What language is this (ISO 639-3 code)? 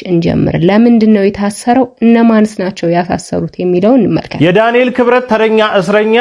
amh